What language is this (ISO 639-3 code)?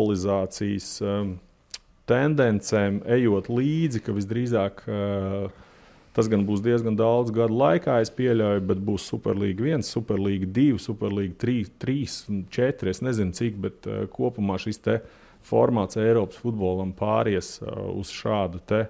lav